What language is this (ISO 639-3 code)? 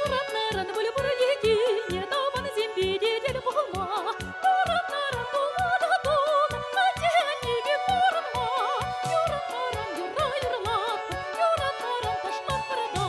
chv